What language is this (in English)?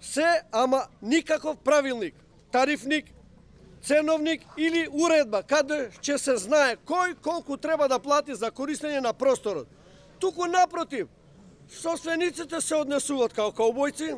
Macedonian